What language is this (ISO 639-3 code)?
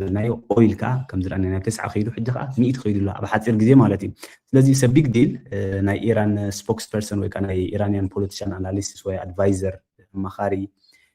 tir